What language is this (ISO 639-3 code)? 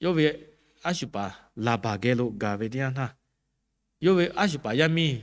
lhu